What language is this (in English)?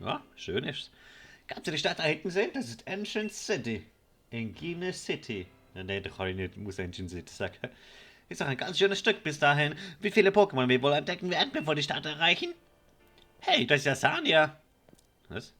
Swiss German